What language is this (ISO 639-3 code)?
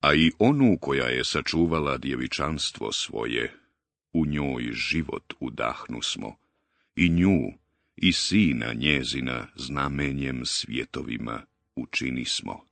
bos